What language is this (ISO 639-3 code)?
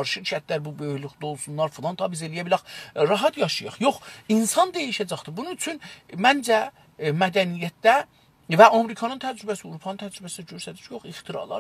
azb